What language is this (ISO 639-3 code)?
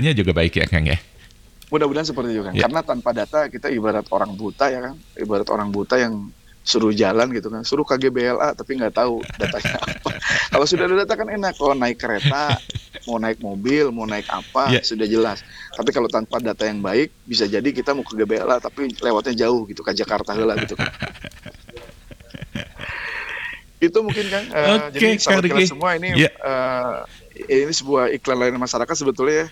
ind